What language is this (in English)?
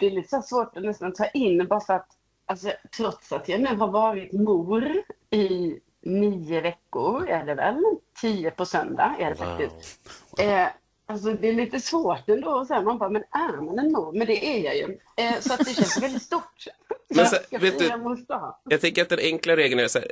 Swedish